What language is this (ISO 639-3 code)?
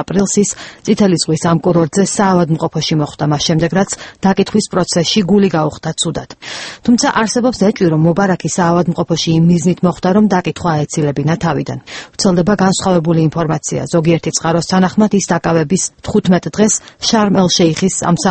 kat